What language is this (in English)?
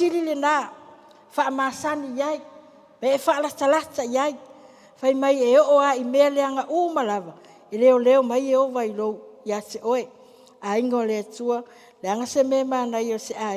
Samoan